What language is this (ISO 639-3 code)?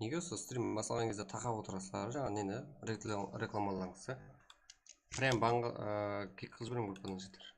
kaa